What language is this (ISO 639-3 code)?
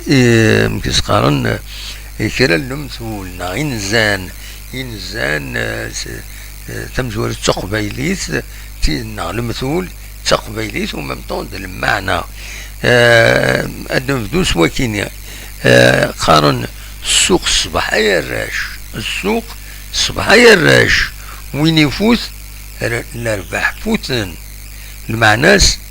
kab